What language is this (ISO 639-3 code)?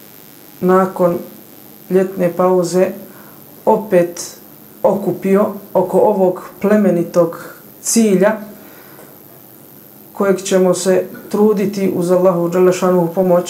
bos